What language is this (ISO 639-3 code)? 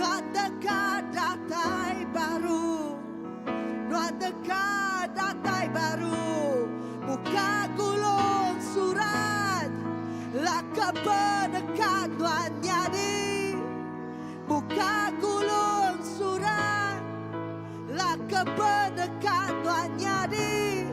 iba